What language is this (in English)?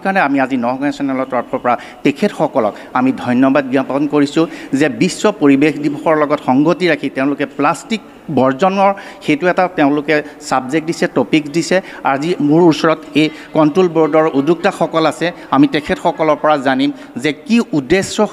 Assamese